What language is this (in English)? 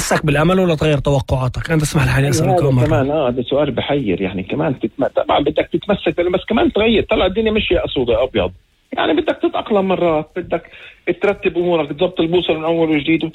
North Levantine Arabic